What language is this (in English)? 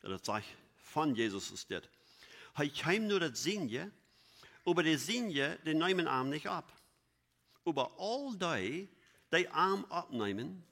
Plautdietsch